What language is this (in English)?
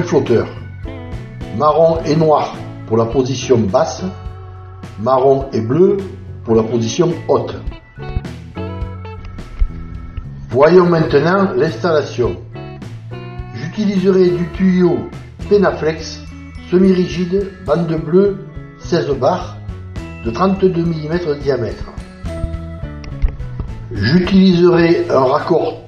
French